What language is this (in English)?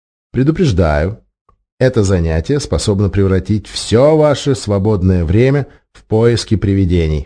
Russian